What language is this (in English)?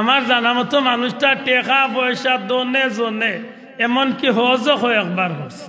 Sylheti